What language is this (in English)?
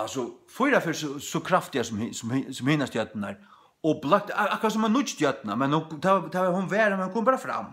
Faroese